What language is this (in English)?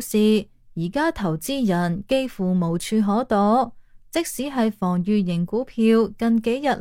Cantonese